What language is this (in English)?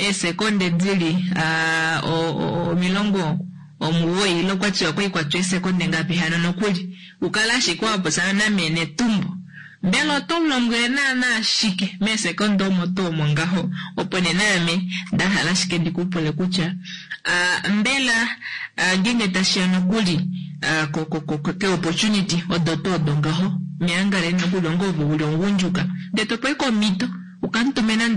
Kuanyama